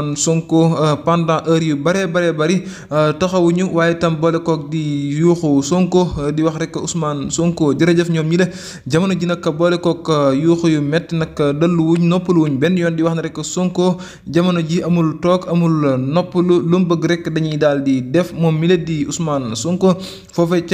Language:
Wolof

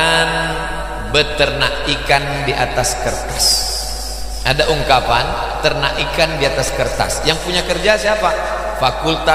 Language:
Indonesian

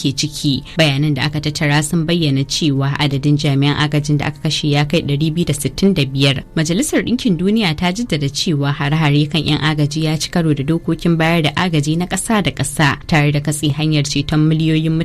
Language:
Hausa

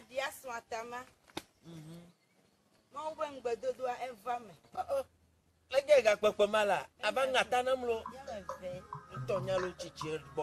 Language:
Ewe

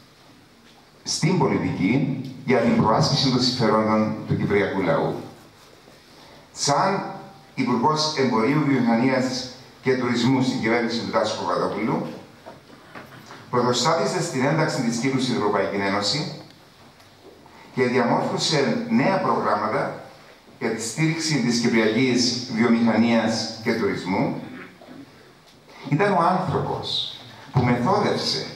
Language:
Greek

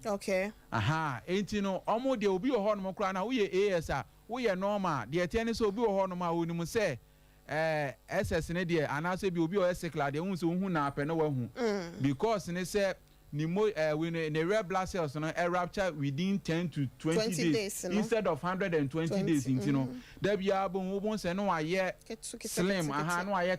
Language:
Akan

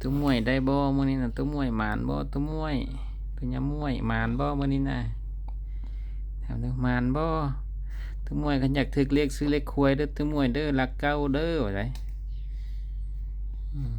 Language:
Lao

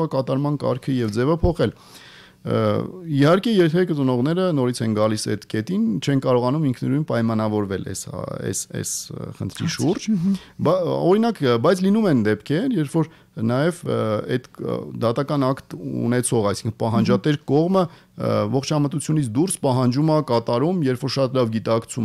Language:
Armenian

